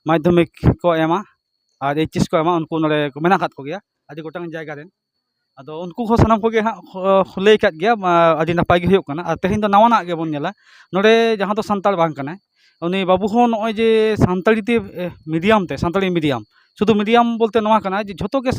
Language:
Santali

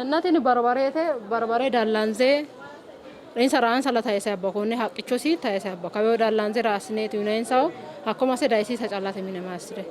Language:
Sidamo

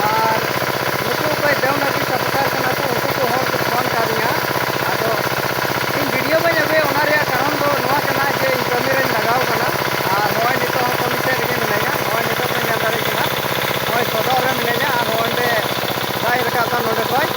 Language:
Santali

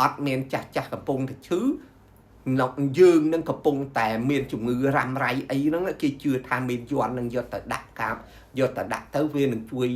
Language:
Khmer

